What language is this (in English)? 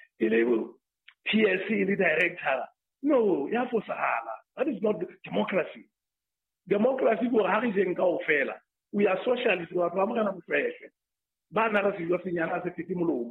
Southern Sotho